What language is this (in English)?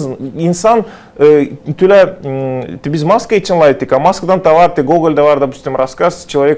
Gagauz